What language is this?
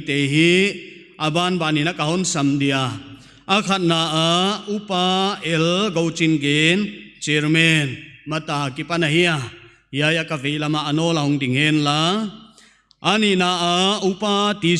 Paite Chin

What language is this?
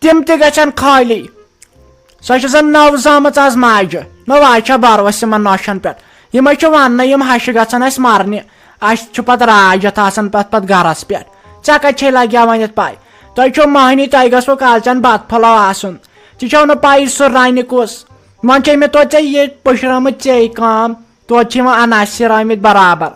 Kashmiri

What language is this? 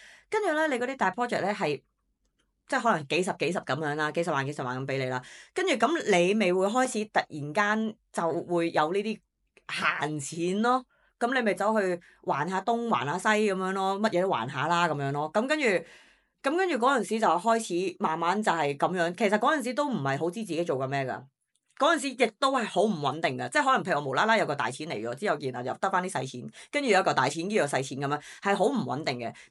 Cantonese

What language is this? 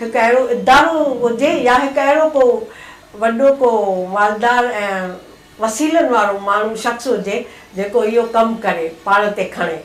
Sindhi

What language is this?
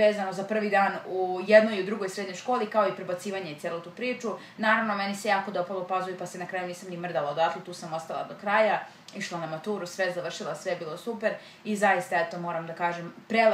Serbian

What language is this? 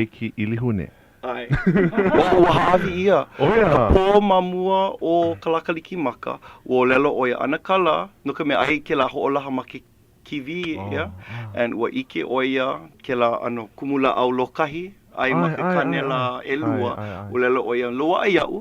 Hawaiian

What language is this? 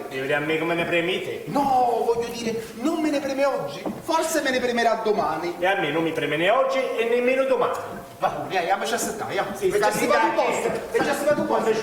Neapolitan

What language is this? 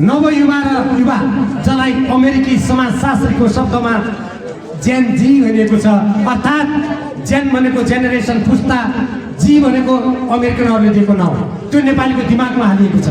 Nepali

